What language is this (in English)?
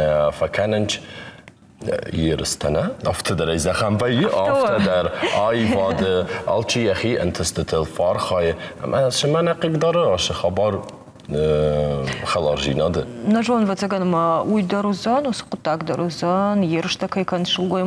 Ossetic